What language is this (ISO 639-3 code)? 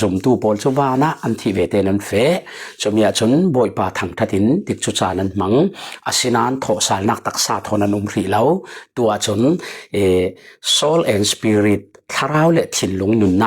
cfm